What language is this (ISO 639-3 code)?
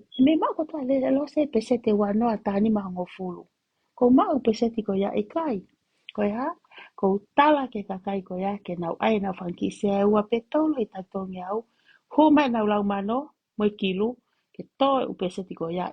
ton